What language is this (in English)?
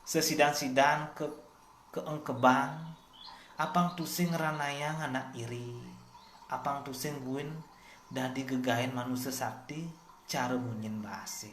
Balinese